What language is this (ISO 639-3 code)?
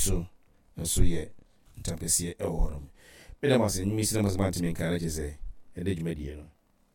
aka